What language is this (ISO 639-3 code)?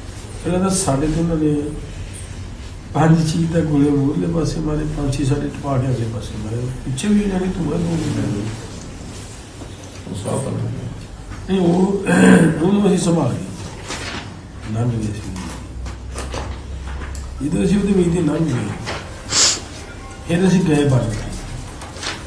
pan